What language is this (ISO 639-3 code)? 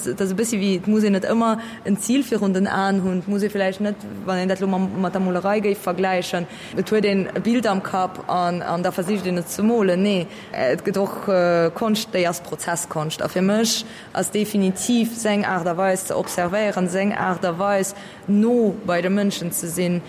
ltz